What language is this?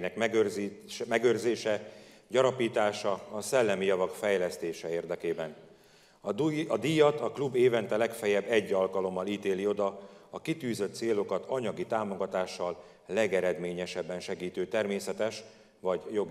Hungarian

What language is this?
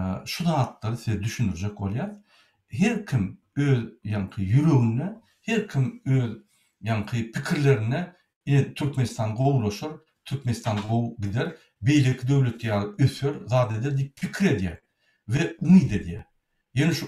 Turkmen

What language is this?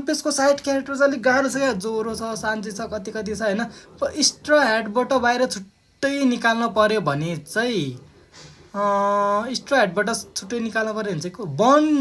Nepali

